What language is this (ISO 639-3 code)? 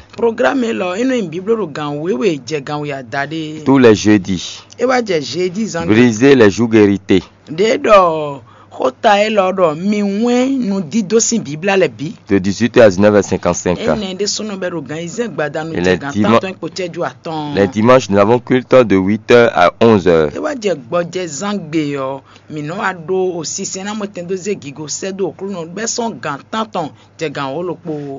fon